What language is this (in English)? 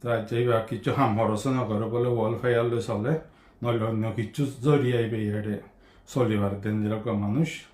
Rohingya